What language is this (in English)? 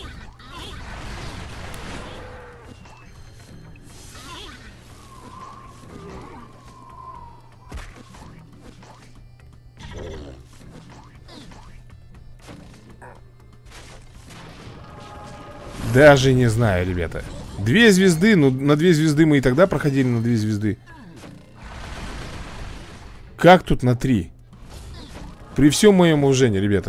Russian